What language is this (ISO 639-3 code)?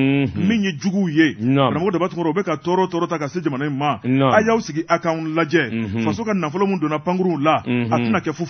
bam